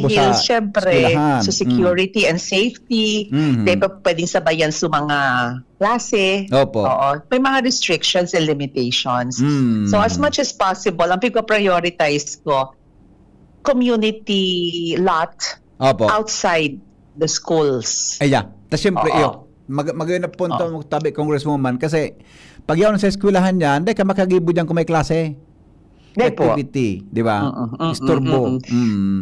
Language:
Bikol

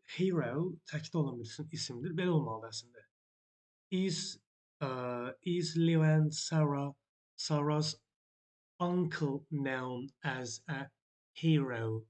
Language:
Azerbaijani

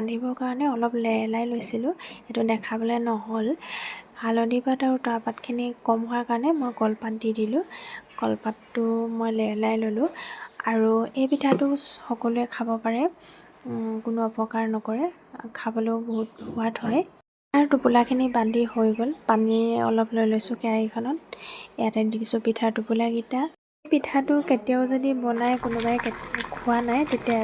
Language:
Assamese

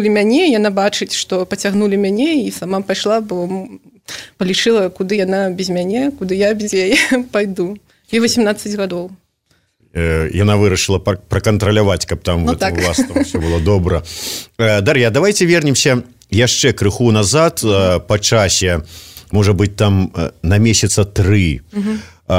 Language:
Belarusian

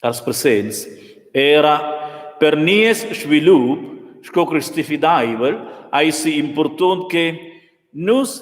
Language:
Romansh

